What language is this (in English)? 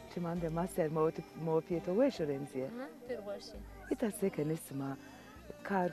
Zaza